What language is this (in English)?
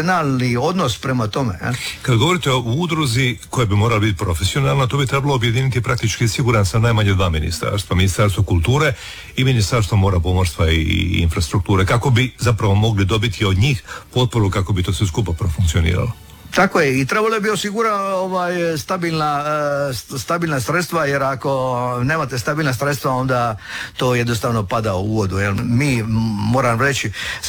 Croatian